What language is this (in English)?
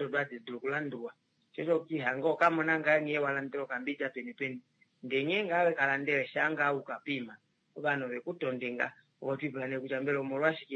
Kuanyama